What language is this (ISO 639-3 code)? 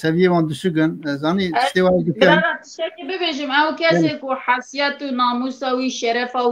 kur